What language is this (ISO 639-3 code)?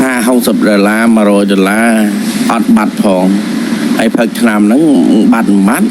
khm